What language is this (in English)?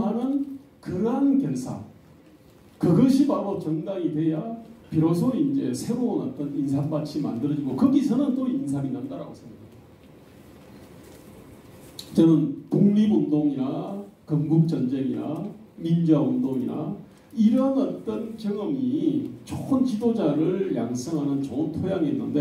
Korean